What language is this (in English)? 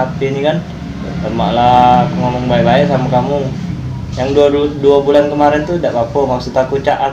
Musi